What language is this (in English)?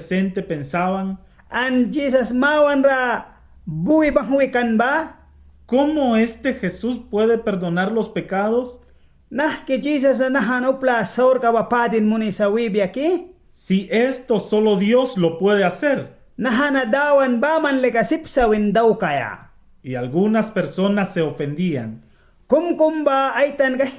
Mískito